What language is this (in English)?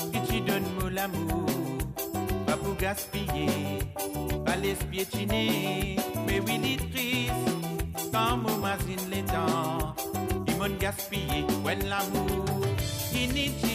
Morisyen